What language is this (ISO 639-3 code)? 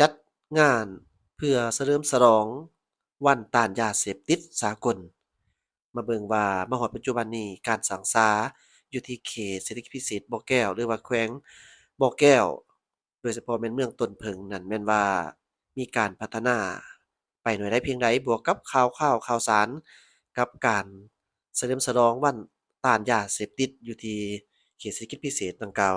lao